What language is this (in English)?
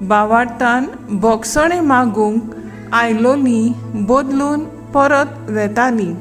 Konkani